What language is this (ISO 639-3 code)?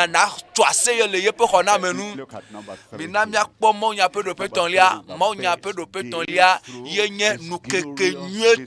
ewe